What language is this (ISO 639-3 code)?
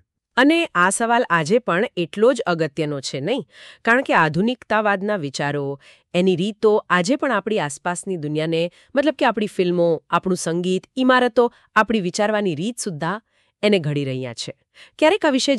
guj